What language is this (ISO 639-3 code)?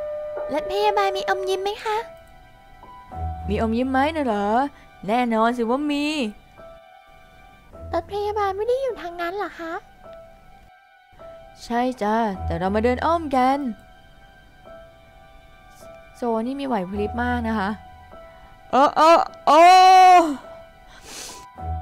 tha